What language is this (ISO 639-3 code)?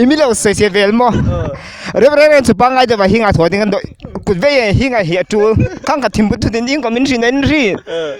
hmr